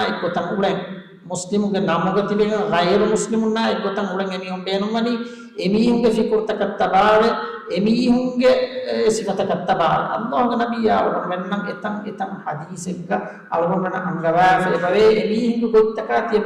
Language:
Divehi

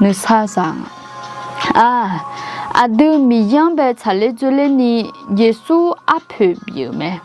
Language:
Akha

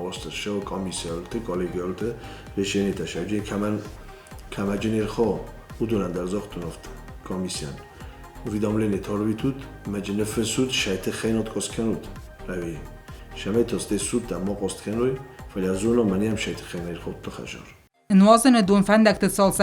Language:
Ossetic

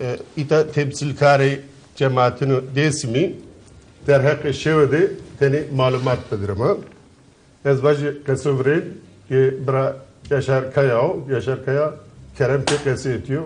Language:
Zaza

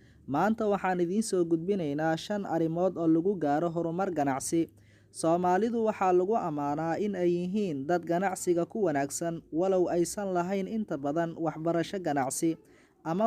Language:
Somali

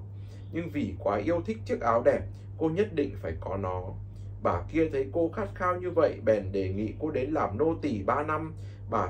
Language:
Vietnamese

